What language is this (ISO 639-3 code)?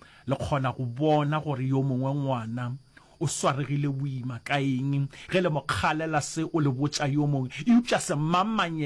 nso